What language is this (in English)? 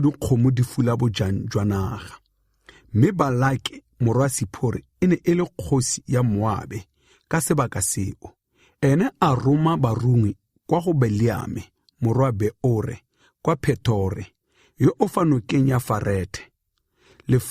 Tswana